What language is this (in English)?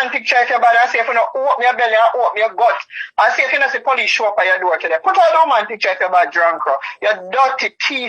Jamaican Creole English